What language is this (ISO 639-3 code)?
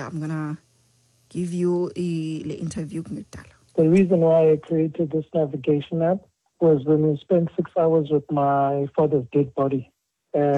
xho